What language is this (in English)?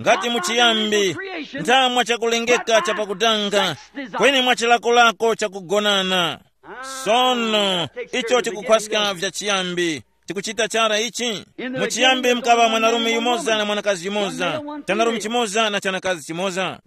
Tumbuka